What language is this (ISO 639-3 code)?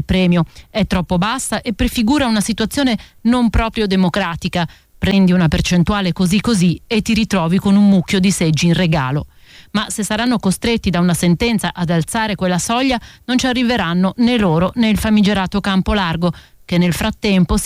ita